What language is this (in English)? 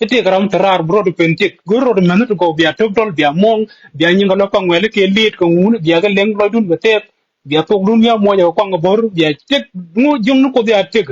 Nuer